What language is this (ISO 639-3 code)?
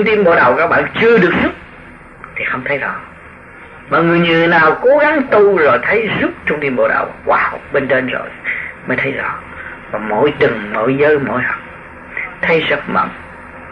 vie